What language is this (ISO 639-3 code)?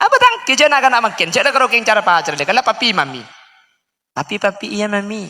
mad